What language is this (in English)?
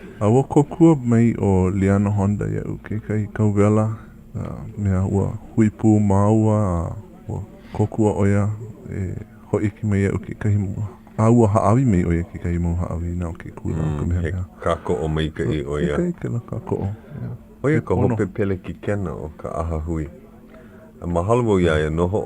Hawaiian